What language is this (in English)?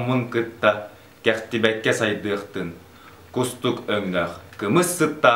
Yakut